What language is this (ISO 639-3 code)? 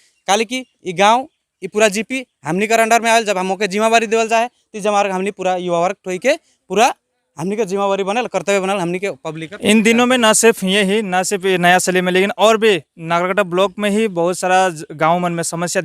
sck